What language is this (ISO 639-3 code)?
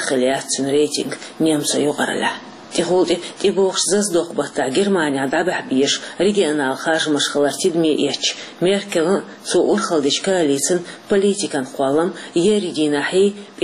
che